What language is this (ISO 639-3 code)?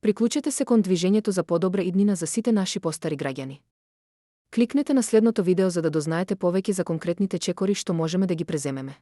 mkd